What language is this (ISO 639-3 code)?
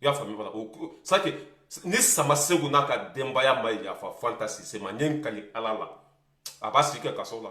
bam